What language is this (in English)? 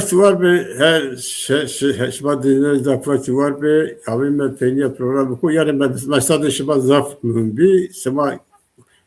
Kurdish